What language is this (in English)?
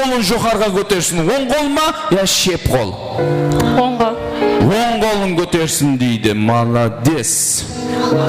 Kara-Kalpak